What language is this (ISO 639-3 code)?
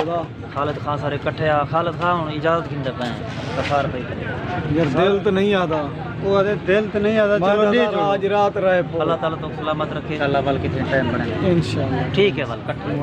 skr